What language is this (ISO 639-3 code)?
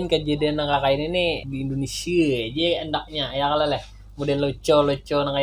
bjn